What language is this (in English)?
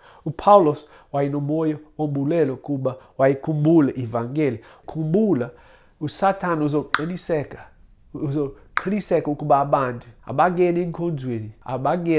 Xhosa